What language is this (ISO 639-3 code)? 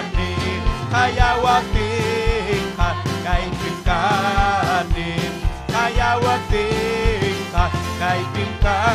quy